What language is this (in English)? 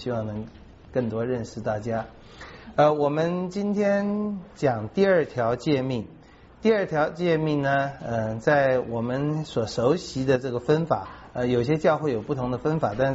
Chinese